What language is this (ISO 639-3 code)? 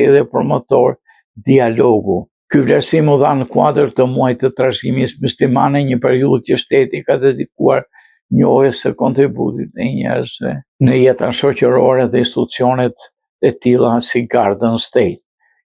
sqi